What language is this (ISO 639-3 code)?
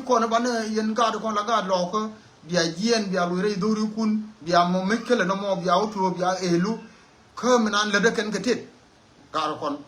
nus